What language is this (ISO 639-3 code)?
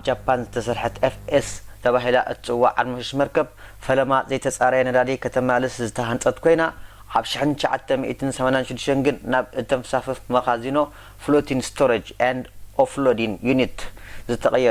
tir